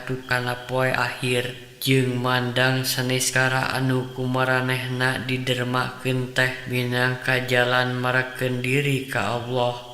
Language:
Sundanese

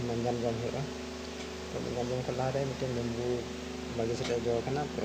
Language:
Santali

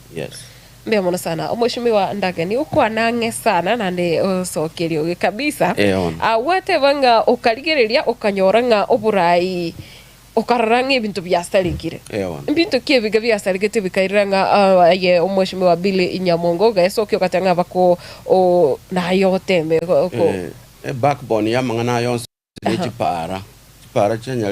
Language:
Gusii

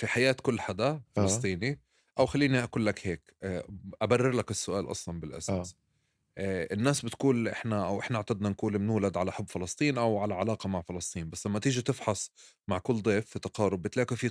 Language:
North Levantine Arabic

